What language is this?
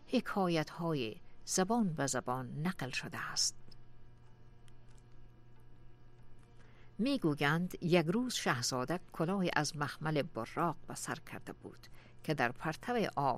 Persian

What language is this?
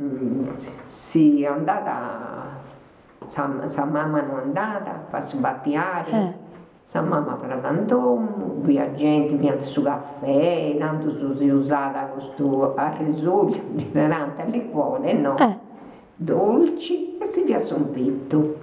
Sardinian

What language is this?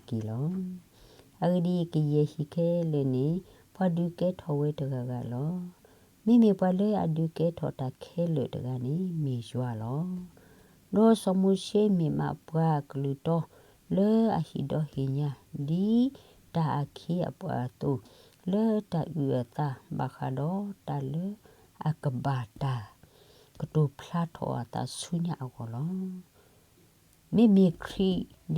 S'gaw Karen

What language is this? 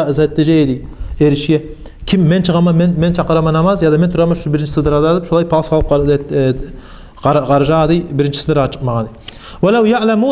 Kumyk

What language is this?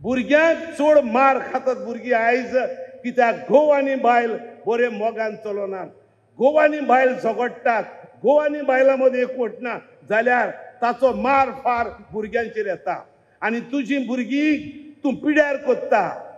Konkani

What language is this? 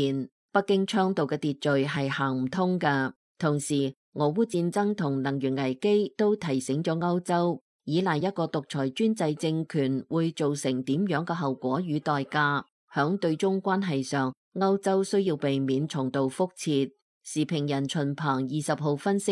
Cantonese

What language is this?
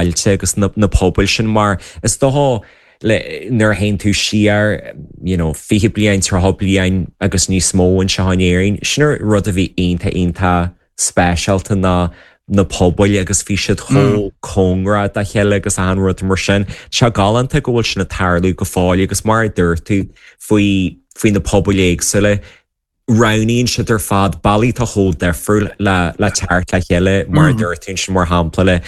Irish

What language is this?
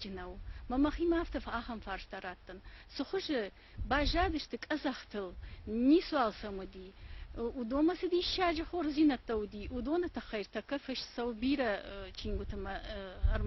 Ossetic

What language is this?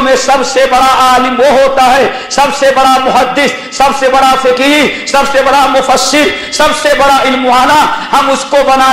Urdu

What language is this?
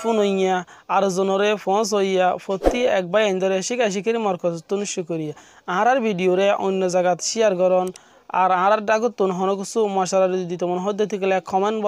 Assamese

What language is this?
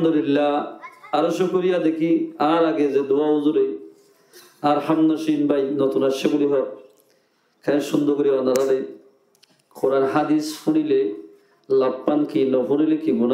Rohingya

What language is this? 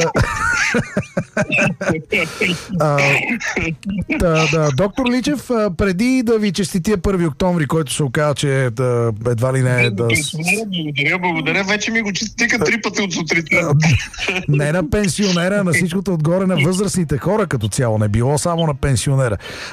Bulgarian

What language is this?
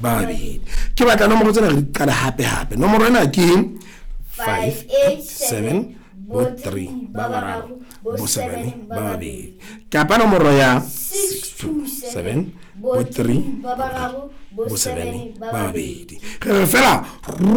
Southern Sotho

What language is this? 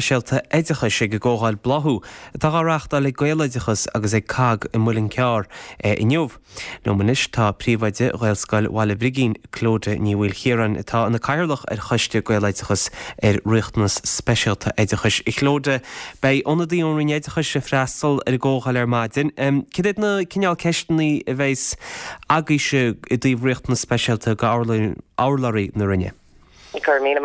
Irish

